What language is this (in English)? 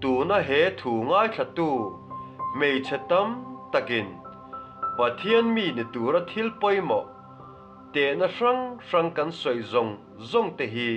Mizo